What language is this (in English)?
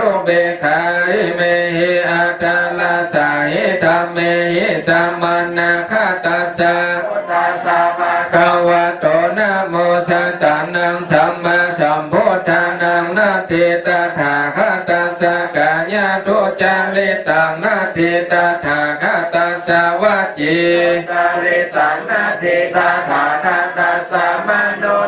Pali